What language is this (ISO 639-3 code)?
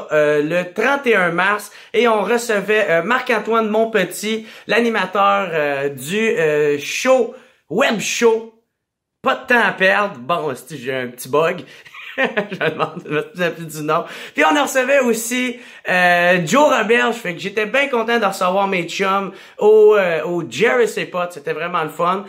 fra